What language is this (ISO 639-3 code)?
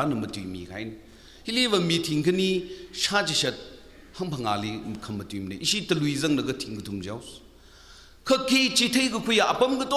nmf